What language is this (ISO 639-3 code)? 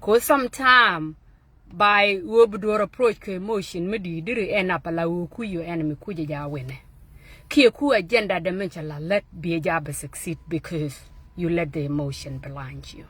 nus